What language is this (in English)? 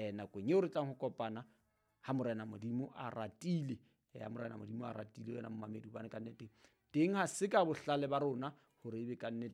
Southern Sotho